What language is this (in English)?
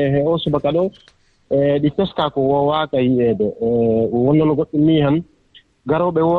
Fula